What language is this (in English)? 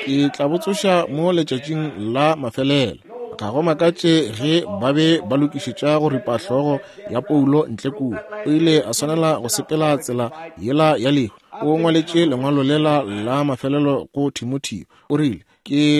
Northern Sotho